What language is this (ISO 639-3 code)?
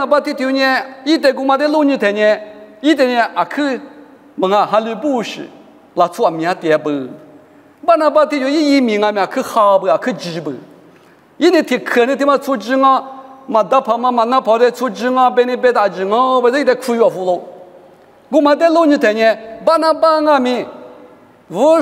lis